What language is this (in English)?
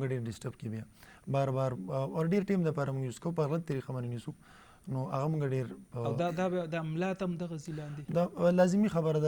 Pashto